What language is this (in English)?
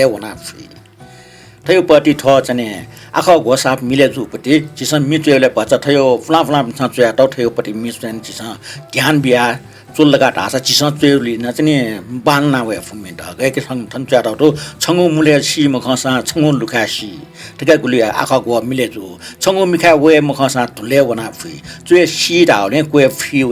Newari